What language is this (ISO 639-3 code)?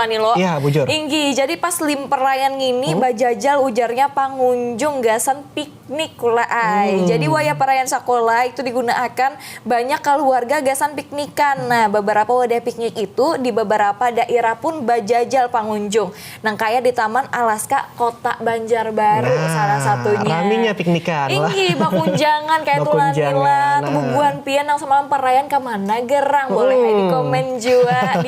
bjn